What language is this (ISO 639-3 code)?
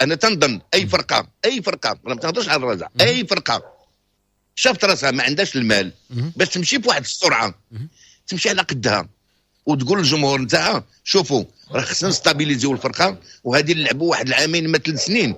ary